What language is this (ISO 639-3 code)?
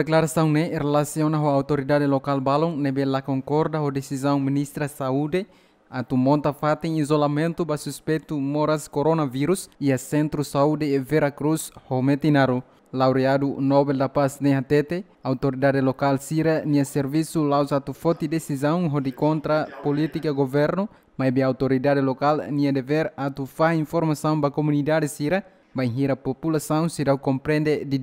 tet